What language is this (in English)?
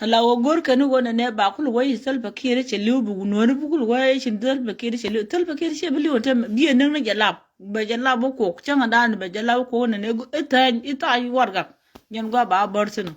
Nuer